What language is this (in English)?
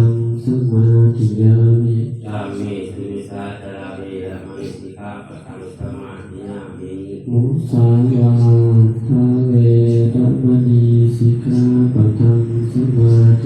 Pali